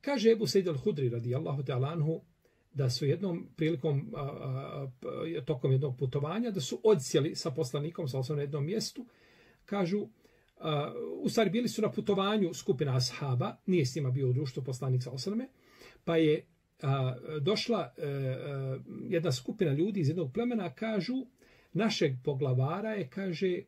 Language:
Bosnian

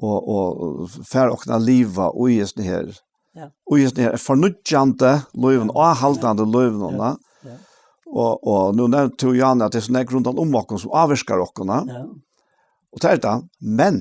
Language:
Faroese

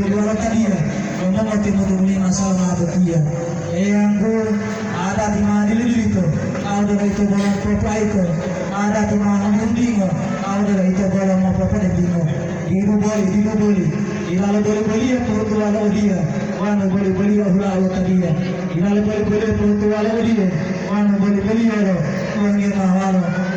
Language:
Gorontalo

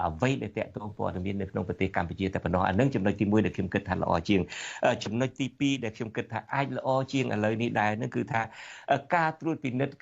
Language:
Khmer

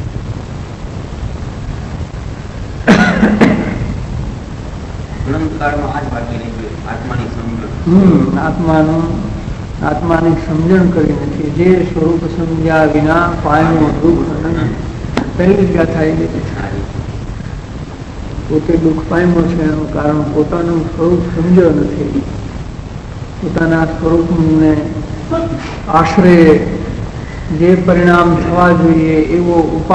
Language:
Gujarati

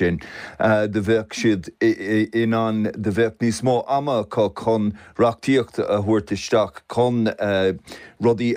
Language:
Irish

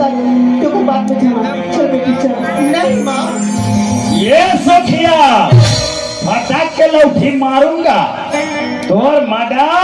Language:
Chhattisgarhi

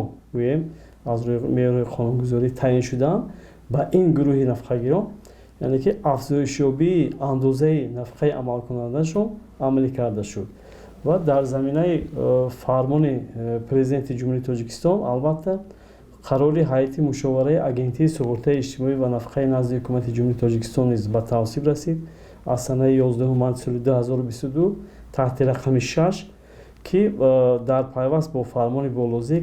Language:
Tajik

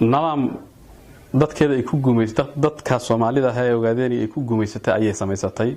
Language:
Somali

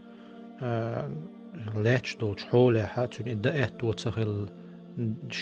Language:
Chechen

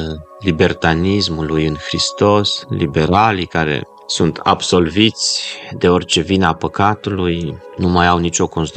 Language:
Romanian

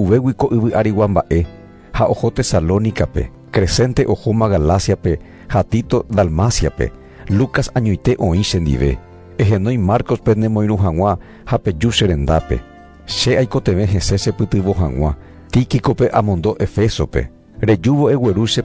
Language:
Guarani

